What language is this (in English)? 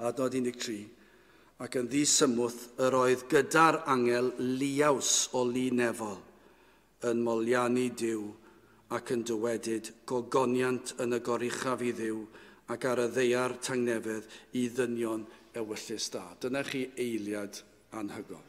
Welsh